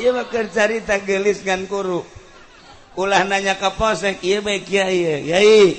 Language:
Sundanese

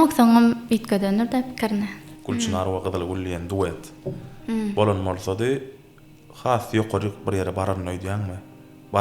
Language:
Turkmen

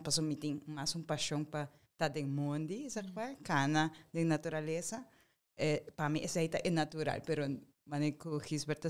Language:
Papiamento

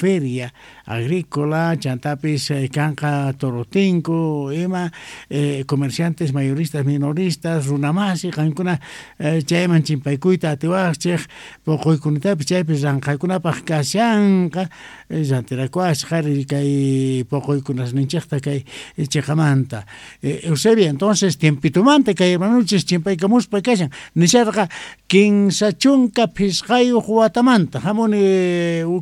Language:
South Bolivian Quechua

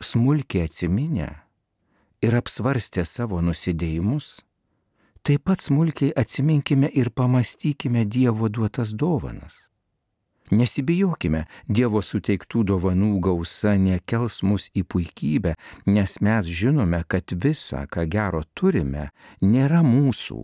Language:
Lithuanian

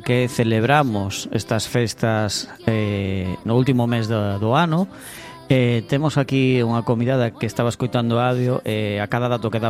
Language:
Galician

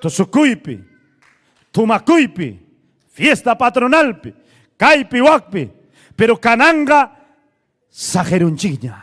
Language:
Ayacucho Quechua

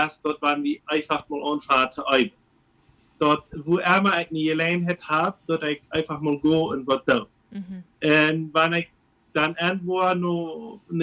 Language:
Plautdietsch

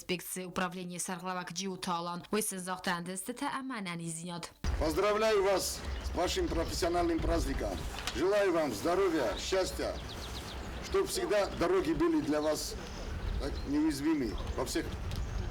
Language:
Ossetic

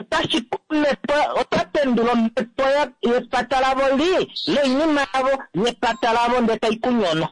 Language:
Kuanyama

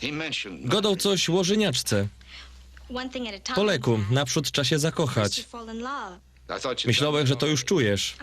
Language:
Silesian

